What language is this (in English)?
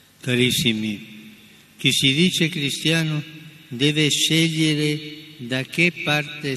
Italian